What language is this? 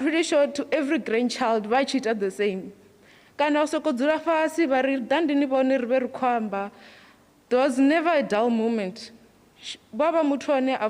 Venda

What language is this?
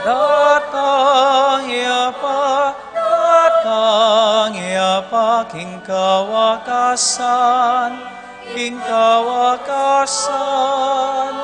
Pampanga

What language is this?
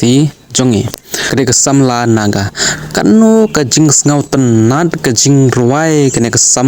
Khasi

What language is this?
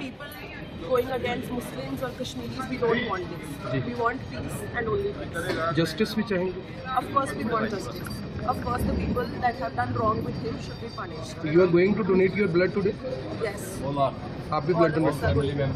Khasi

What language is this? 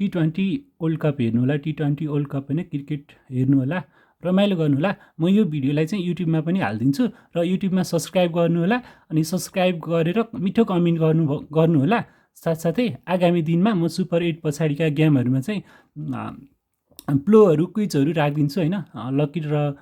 Nepali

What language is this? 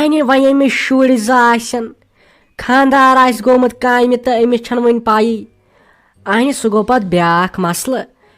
Kashmiri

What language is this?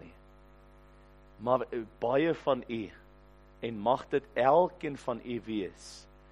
Afrikaans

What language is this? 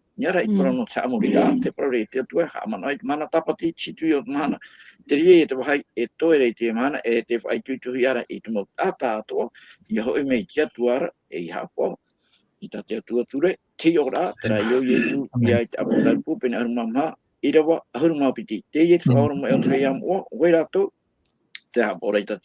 Tahitian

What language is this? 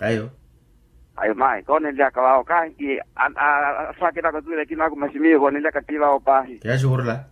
Makhuwa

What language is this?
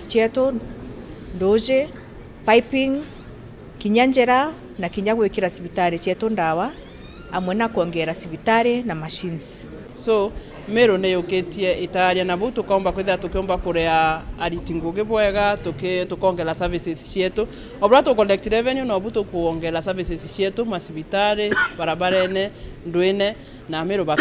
Meru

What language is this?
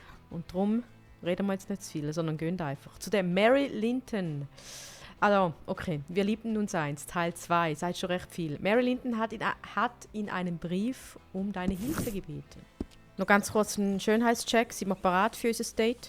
Swiss German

